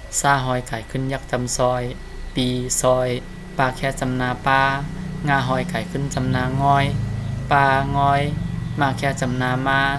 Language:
Shan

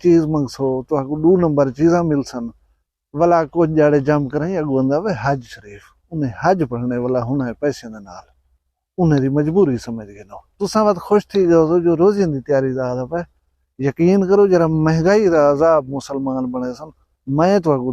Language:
Saraiki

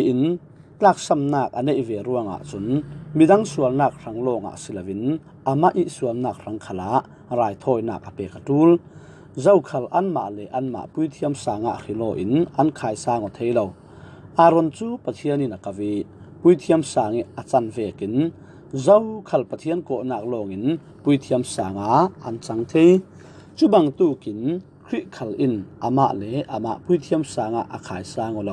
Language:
Falam Chin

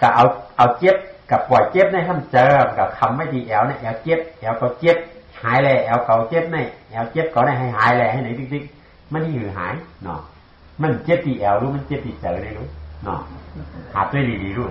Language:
Shan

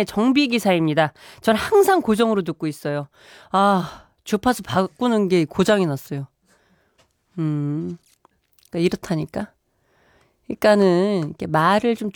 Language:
Korean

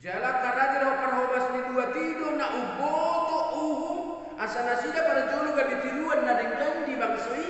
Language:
Batak Toba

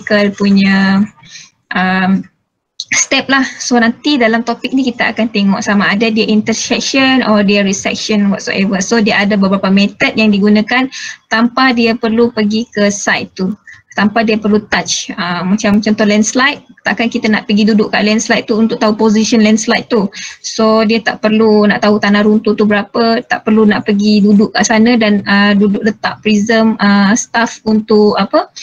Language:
Malay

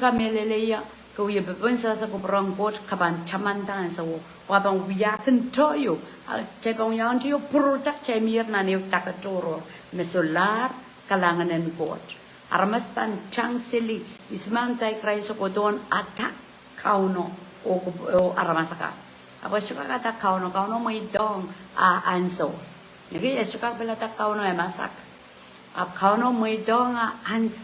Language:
Pohnpeian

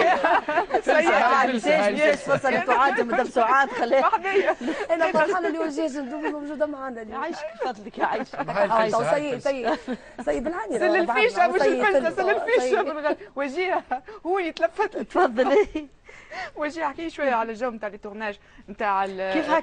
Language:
Tunisian Arabic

